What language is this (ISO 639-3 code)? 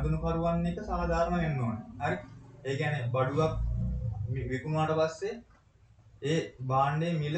sin